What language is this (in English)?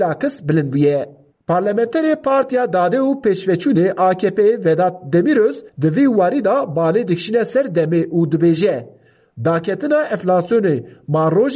Kurdish